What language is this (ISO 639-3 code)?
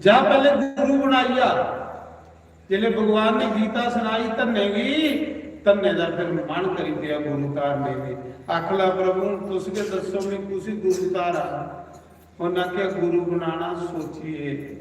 doi